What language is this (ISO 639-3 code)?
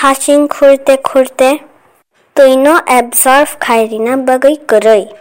trp